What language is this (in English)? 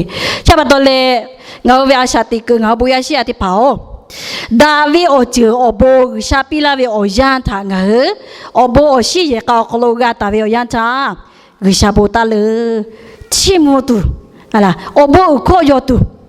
Lahu